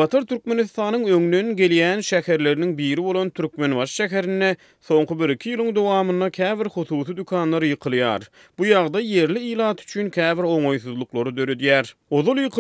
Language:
Turkmen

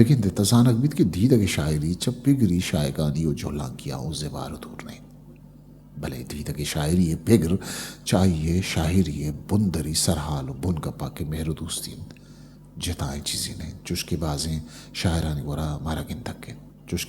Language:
Eastern Balochi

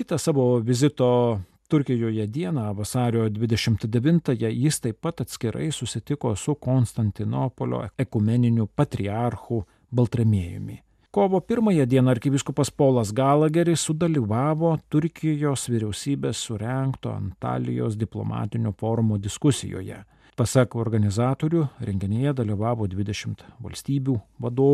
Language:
Lithuanian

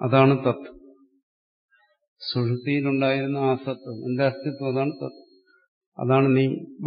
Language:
Malayalam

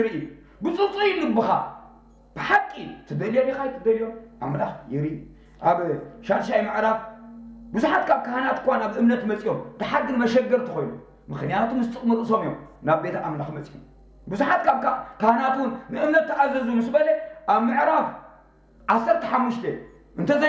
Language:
Tigrinya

